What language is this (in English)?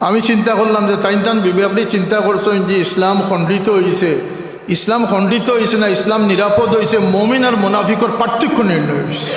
Sylheti